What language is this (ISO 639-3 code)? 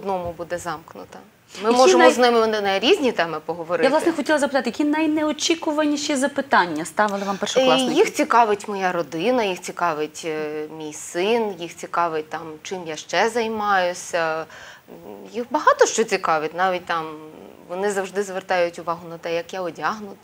ukr